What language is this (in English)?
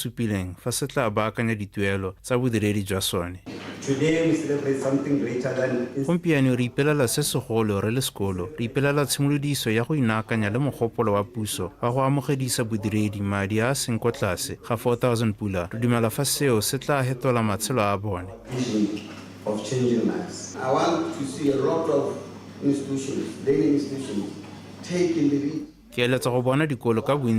Tswana